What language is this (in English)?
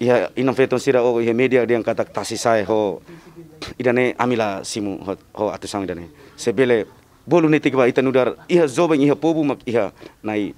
Tetum